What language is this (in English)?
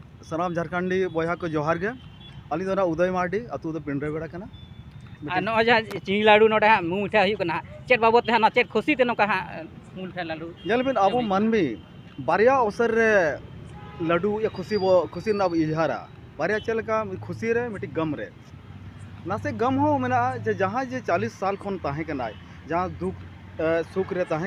Santali